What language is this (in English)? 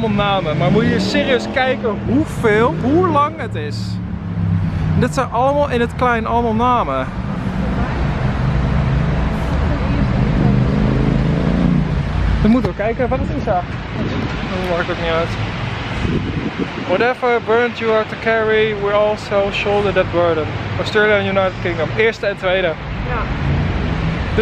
Dutch